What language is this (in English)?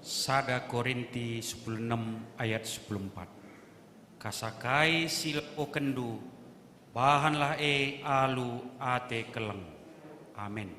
Batak Karo